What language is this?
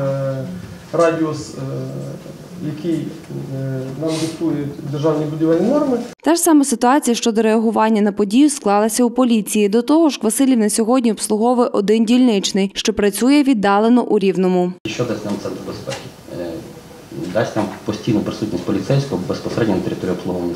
Ukrainian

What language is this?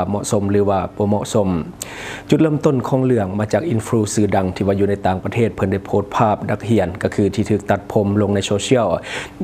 Lao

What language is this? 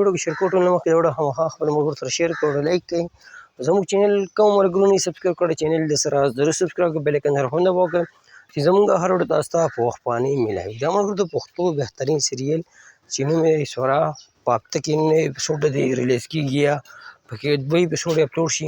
Pashto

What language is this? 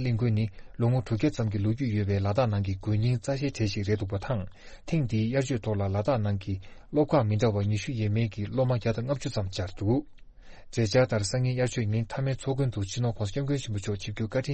Tibetan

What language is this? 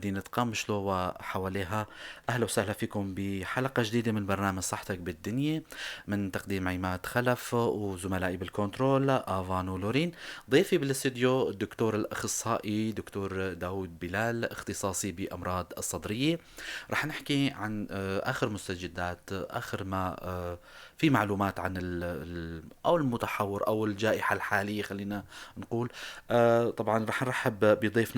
North Levantine Arabic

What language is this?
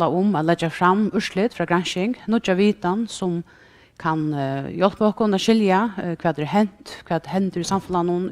Faroese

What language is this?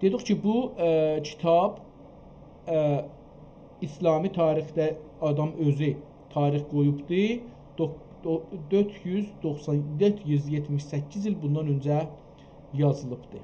South Azerbaijani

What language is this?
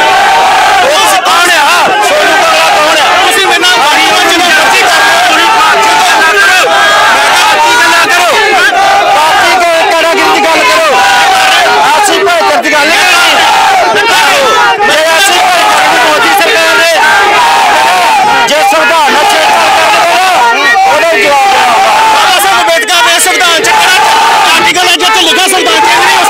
Punjabi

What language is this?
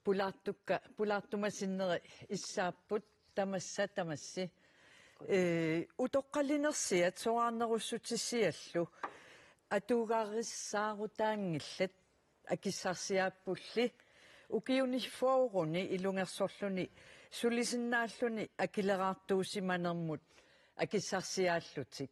Kalaallisut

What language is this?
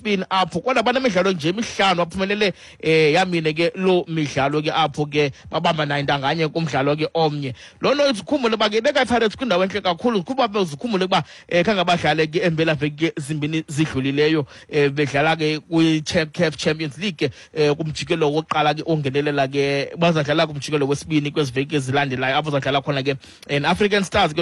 Xhosa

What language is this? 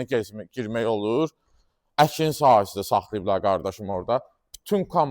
Azerbaijani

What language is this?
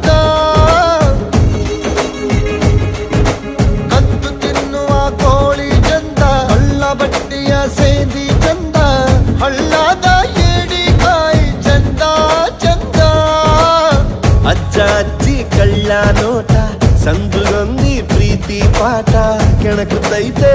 Kannada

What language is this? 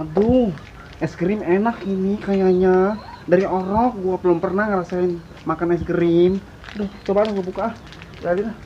Betawi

